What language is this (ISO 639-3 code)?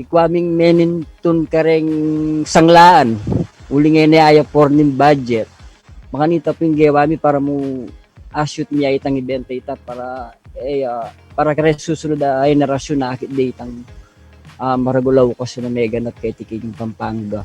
pam